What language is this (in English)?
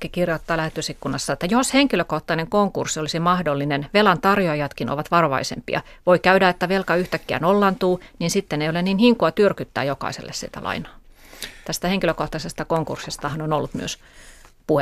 Finnish